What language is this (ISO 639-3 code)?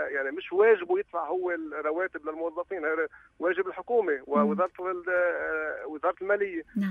apc